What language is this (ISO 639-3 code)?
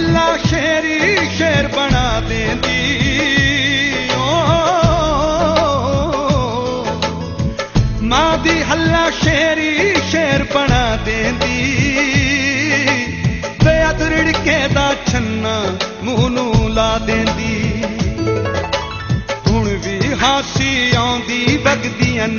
pan